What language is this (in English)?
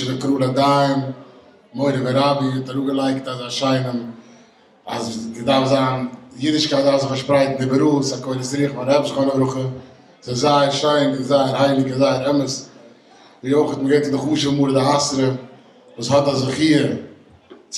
Yiddish